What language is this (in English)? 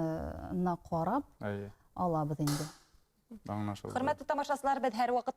Bashkir